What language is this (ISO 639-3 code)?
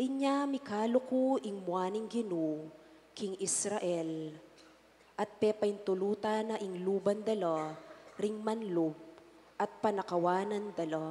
pam